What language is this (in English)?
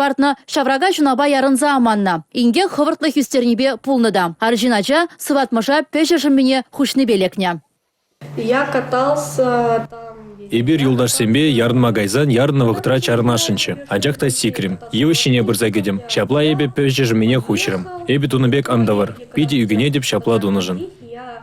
Chuvash